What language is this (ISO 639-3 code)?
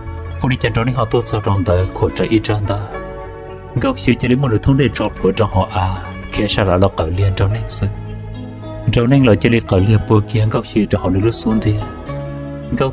hmn